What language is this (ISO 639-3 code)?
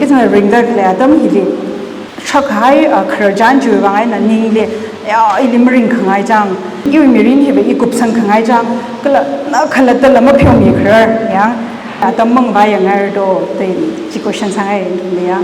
nmf